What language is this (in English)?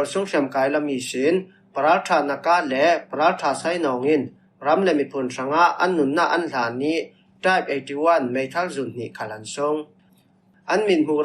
Falam Chin